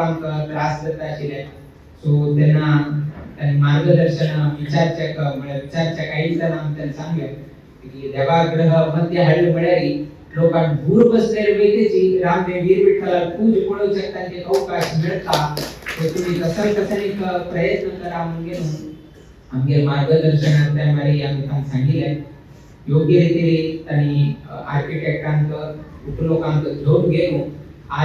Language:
Konkani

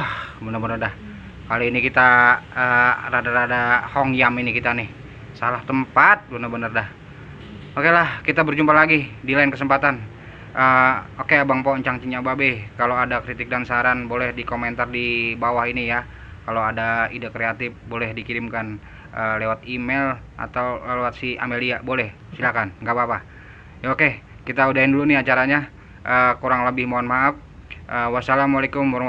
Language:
Betawi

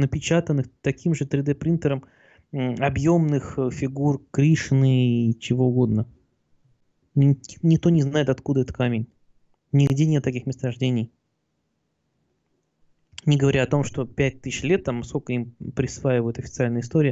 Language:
Russian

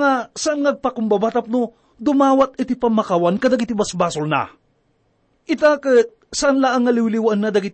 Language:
Iloko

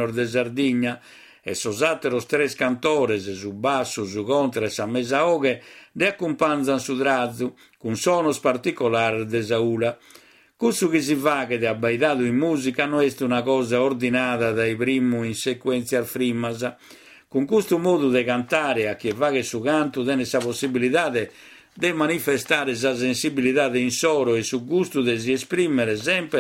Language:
Sardinian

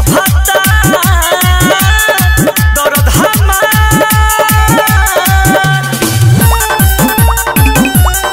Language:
Bhojpuri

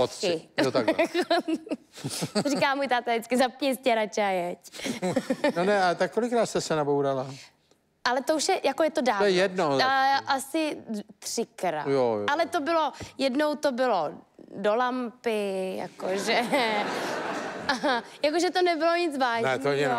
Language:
Czech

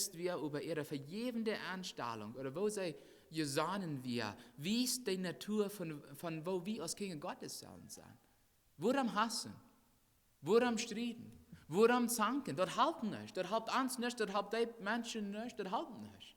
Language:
Plautdietsch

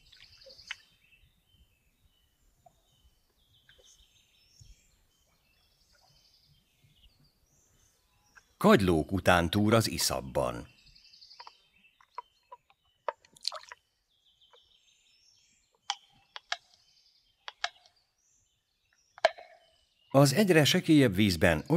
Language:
Hungarian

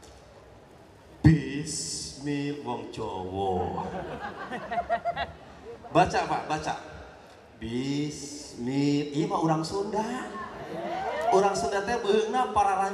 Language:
Indonesian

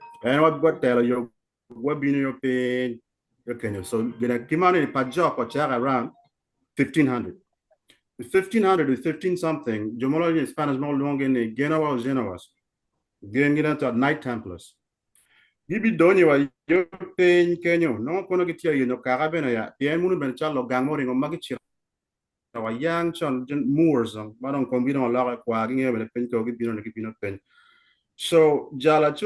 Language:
Acoli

